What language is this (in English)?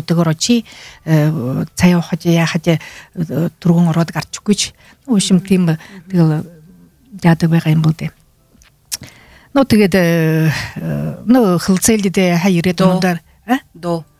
Buriat